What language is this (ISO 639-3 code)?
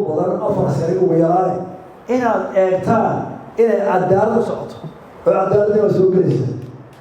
som